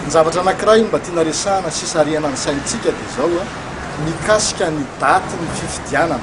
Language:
Malagasy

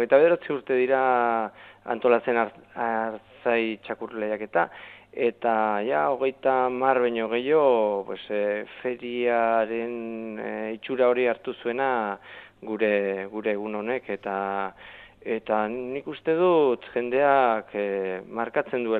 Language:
Basque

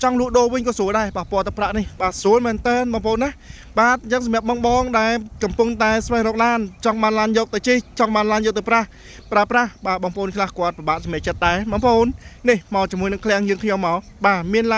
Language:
Khmer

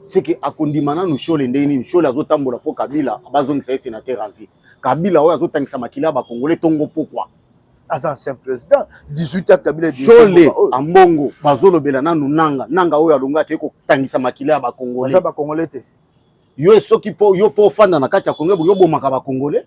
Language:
Lingala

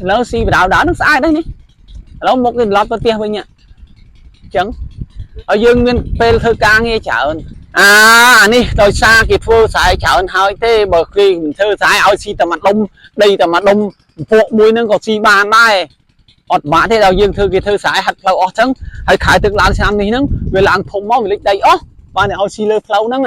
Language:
Khmer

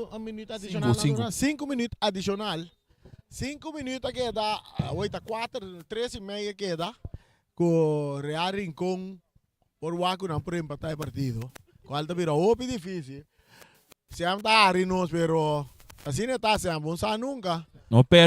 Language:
Papiamento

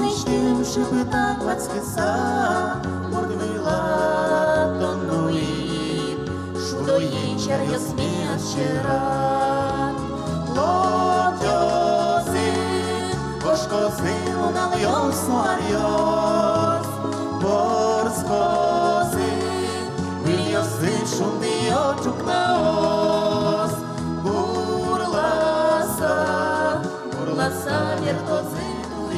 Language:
Udmurt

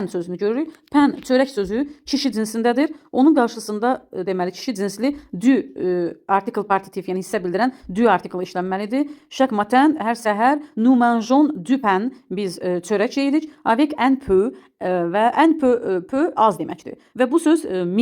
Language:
Azerbaijani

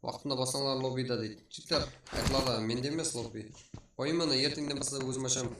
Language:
Kara-Kalpak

